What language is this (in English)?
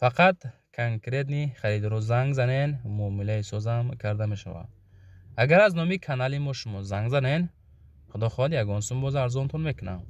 Tajik